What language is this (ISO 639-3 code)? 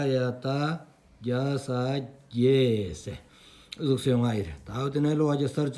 sbu